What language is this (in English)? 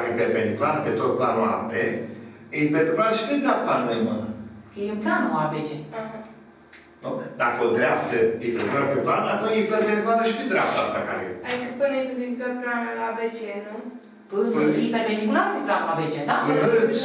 Romanian